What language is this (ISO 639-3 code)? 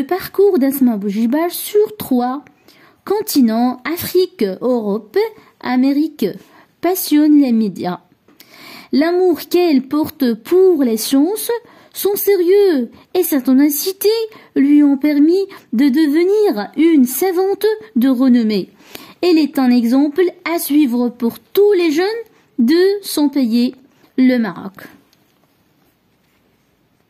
fra